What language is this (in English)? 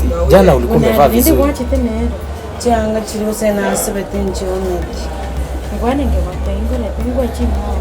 Gusii